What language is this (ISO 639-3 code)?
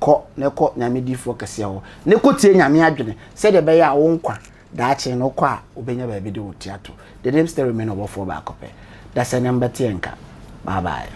aka